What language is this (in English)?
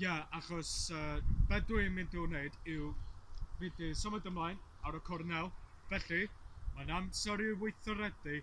Welsh